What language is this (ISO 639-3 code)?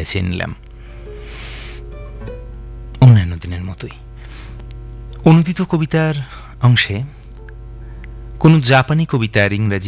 ben